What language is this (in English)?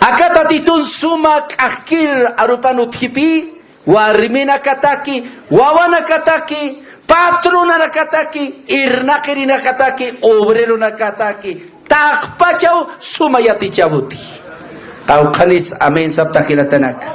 Aymara